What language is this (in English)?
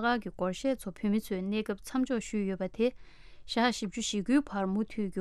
Tibetan